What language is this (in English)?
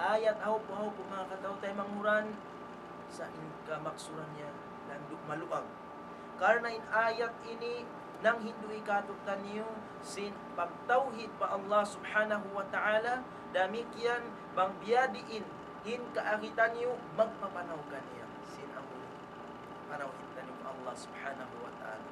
Tausug